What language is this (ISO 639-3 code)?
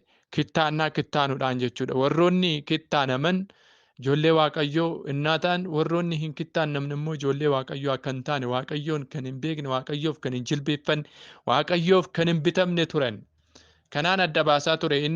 orm